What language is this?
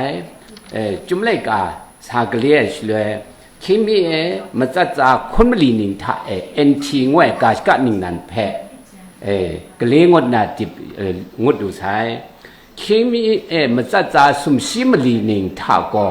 Kachin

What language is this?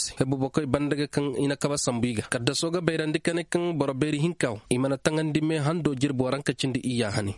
Koyraboro Senni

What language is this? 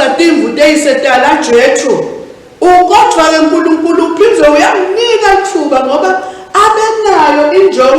Swati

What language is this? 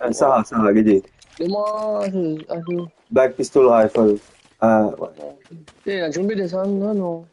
Morisyen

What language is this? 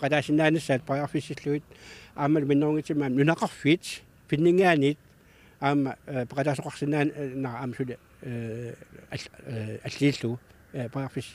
Kalaallisut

